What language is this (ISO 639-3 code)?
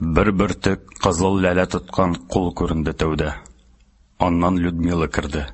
tat